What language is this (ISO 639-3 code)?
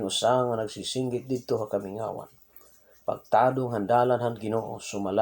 war